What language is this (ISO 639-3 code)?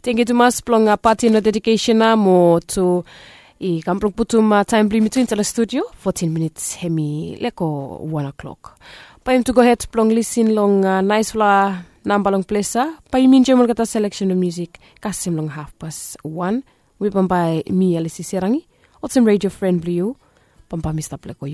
bis